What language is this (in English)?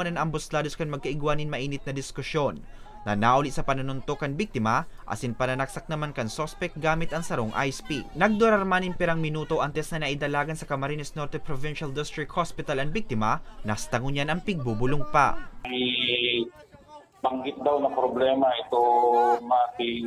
Bikol